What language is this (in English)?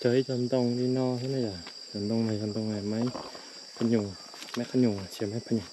Hmong